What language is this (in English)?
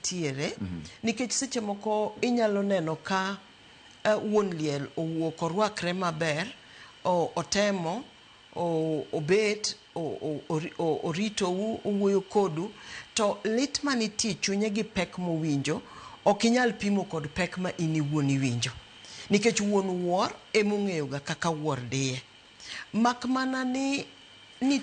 Luo (Kenya and Tanzania)